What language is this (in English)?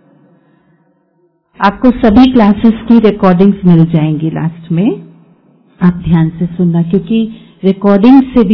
Hindi